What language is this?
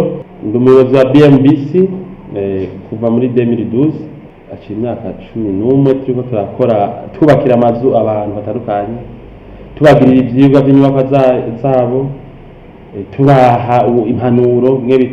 Rundi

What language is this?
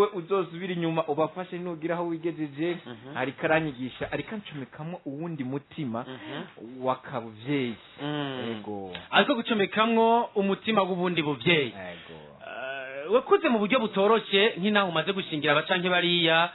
Rundi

